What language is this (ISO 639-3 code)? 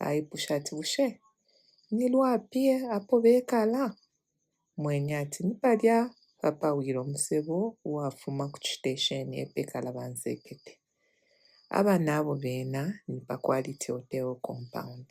bem